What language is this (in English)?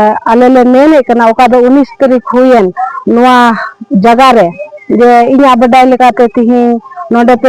Santali